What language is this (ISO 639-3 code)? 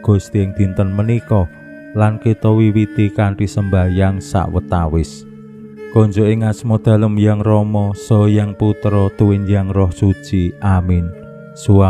jav